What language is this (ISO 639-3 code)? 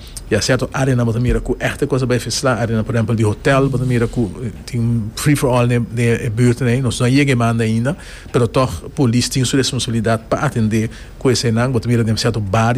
por